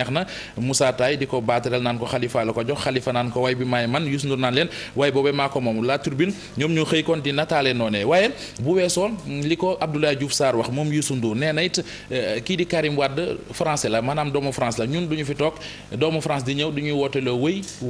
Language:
Wolof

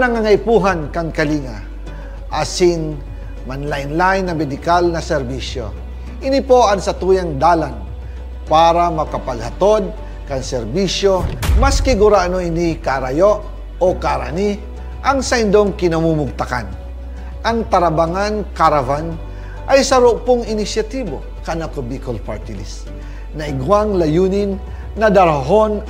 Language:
Bikol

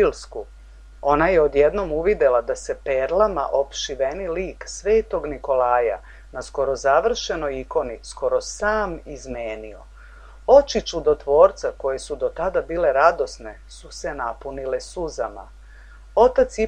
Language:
Serbian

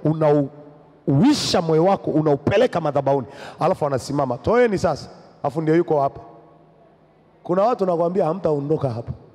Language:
Swahili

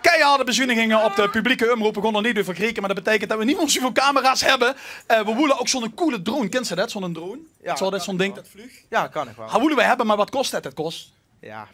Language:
Limburgish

